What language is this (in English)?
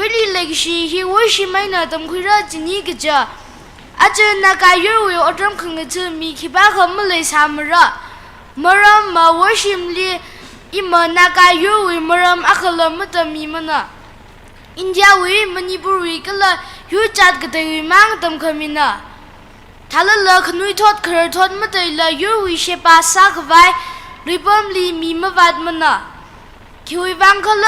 Tangkhul Naga (India)